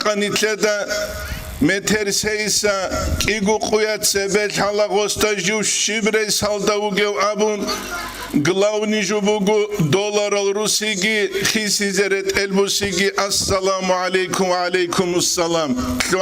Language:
Avaric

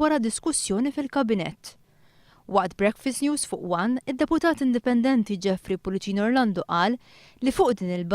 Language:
Maltese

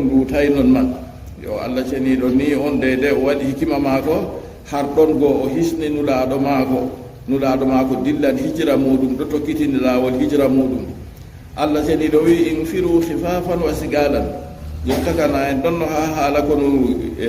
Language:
Fula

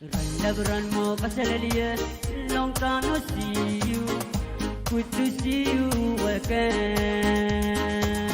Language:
Pohnpeian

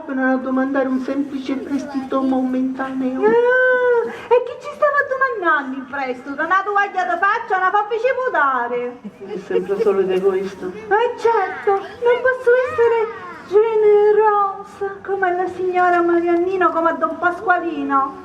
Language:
Sicilian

